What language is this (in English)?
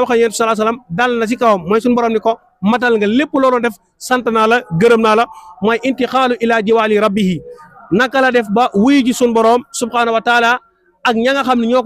Wolof